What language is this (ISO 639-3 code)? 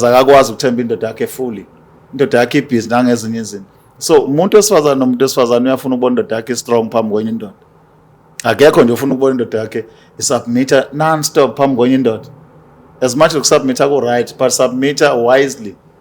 zul